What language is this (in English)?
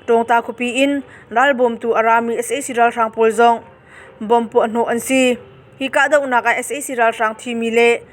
Hakha Chin